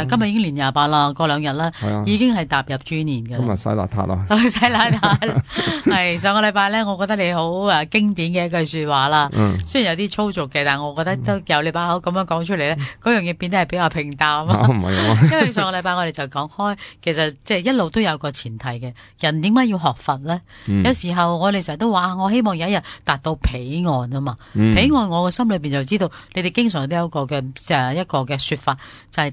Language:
Cantonese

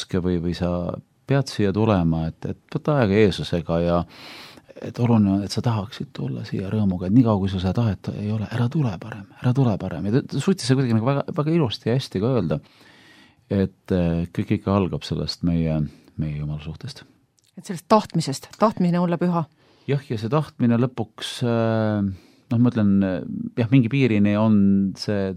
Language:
Estonian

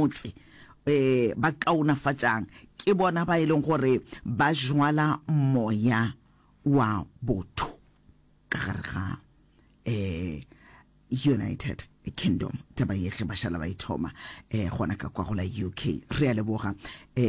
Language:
Northern Sotho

